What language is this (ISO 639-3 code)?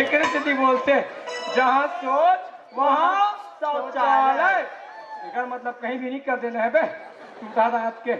hne